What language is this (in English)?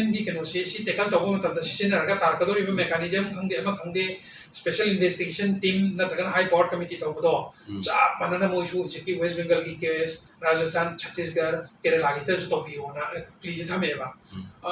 Manipuri